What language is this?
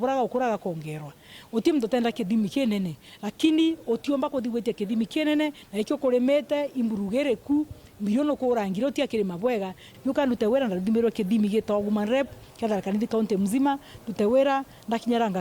Meru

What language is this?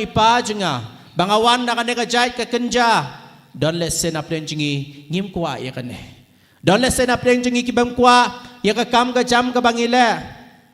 Khasi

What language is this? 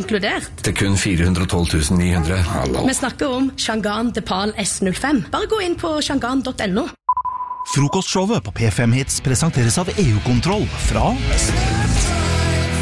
Norwegian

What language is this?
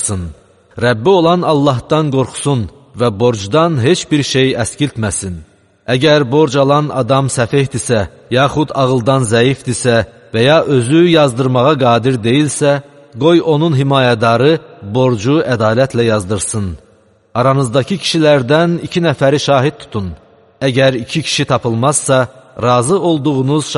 Azerbaijani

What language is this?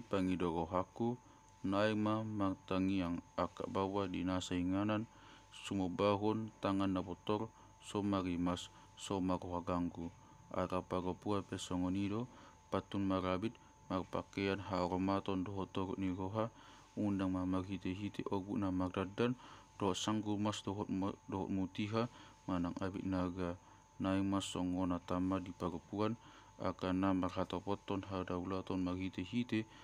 Batak Toba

